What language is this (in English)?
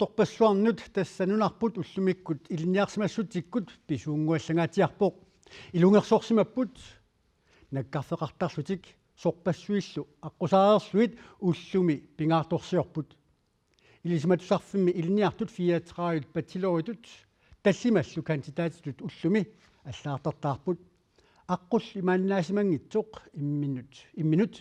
Kalaallisut